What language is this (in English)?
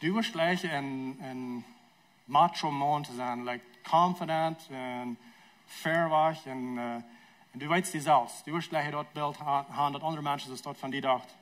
Plautdietsch